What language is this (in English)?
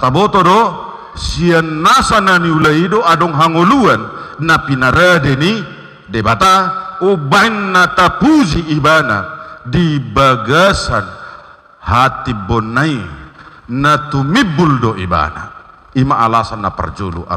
Batak Toba